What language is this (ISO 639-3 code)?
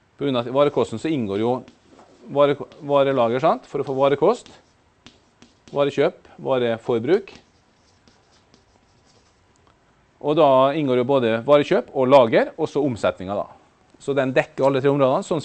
nor